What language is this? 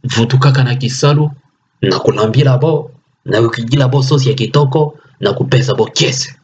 Kituba (Democratic Republic of Congo)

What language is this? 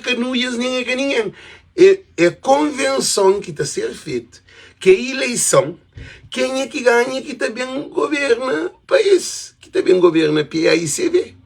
Kabuverdianu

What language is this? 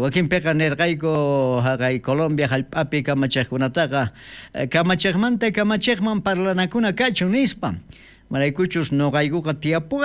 South Bolivian Quechua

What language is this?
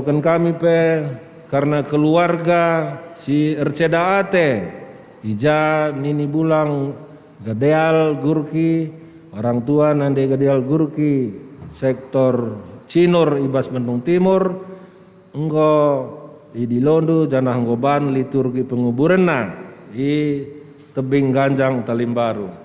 Batak Karo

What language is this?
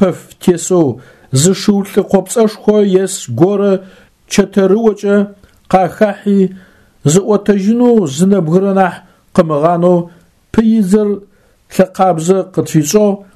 Adyghe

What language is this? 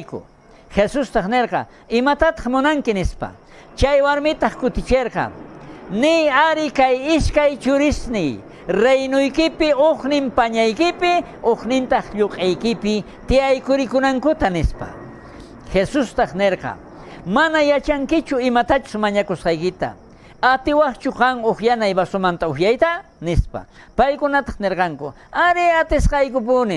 South Bolivian Quechua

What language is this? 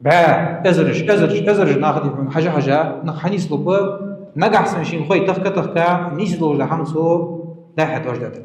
Ingush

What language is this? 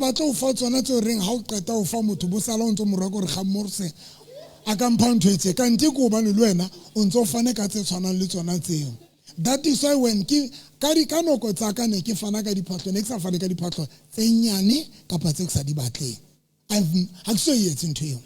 Southern Sotho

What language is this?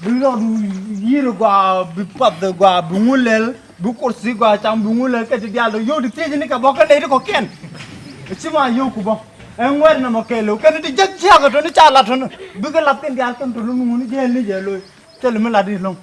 Nuer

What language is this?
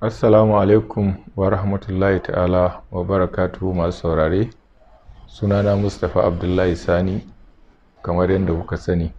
Hausa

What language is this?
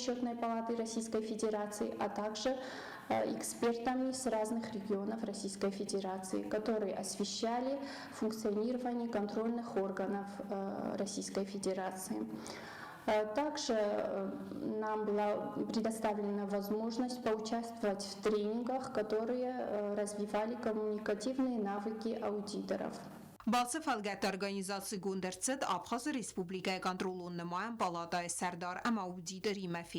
Ossetic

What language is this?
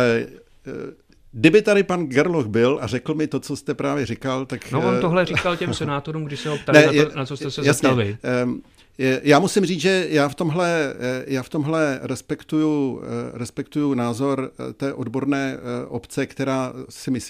Czech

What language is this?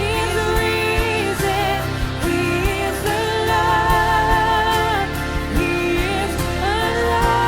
Morisyen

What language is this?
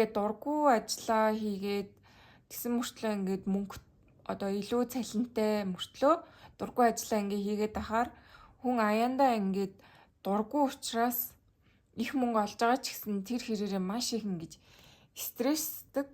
Mongolian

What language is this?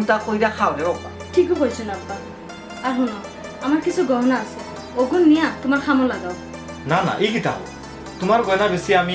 Sylheti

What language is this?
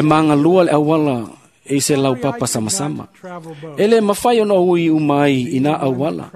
Samoan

